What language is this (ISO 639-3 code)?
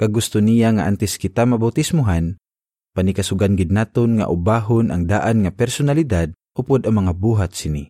hil